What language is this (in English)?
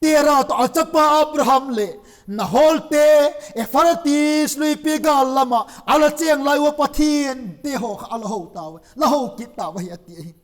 Vaiphei